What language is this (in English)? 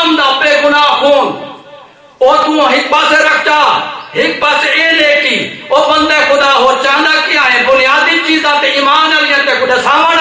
Saraiki